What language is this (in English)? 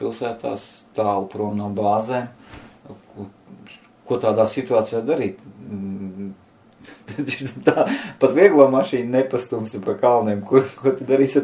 Latvian